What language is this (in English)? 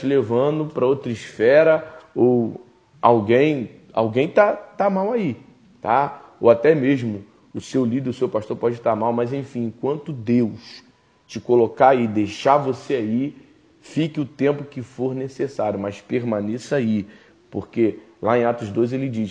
Portuguese